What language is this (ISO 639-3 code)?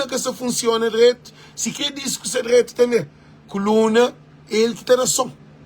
kea